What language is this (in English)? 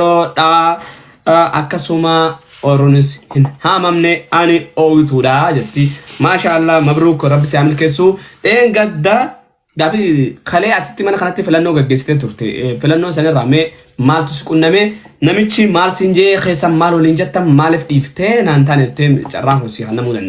Oromo